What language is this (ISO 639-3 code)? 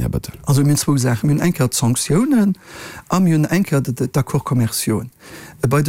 ltz